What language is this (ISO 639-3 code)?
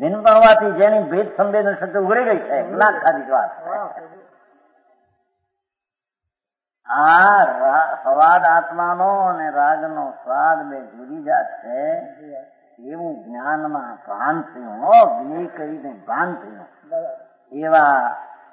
guj